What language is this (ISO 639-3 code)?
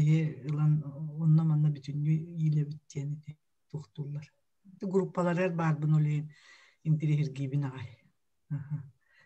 sah